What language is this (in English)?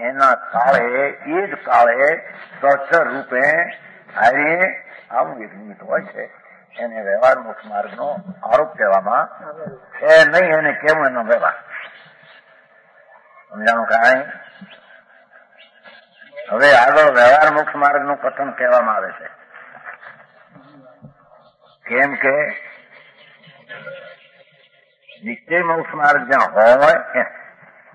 Gujarati